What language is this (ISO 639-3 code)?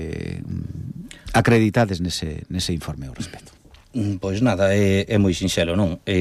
glg